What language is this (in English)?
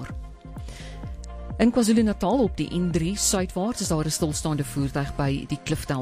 Afrikaans